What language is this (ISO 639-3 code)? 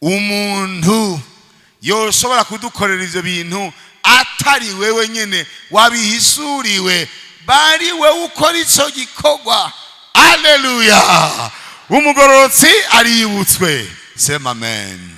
run